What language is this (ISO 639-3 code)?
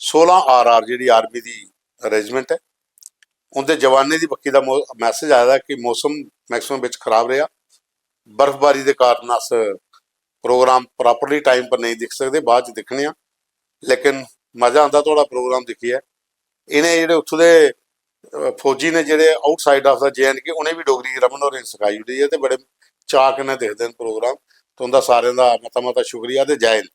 doi